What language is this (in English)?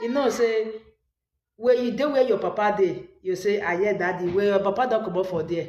Nigerian Pidgin